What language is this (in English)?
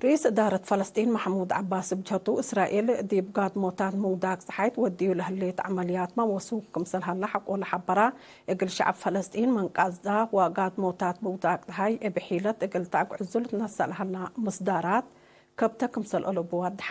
Tigre